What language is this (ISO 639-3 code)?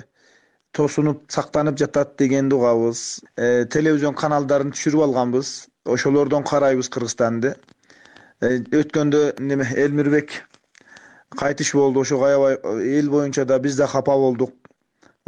kir